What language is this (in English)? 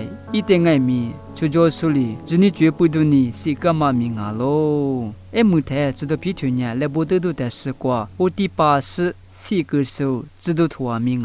Lisu